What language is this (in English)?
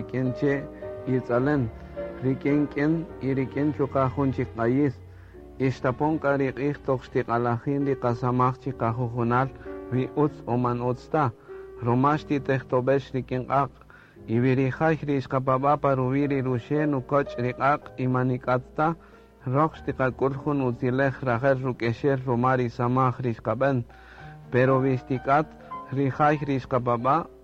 Kaqchikel